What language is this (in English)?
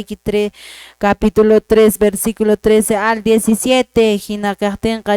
Quechua